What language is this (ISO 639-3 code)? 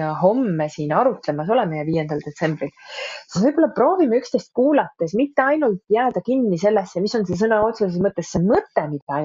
est